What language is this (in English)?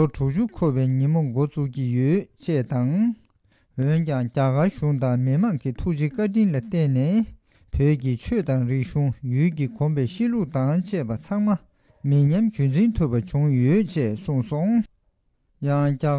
Tibetan